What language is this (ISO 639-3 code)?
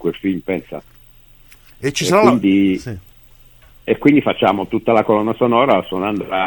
ita